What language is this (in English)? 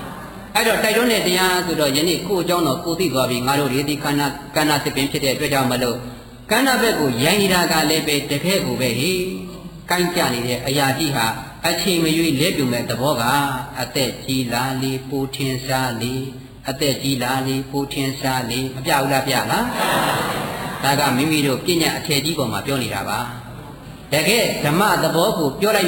Burmese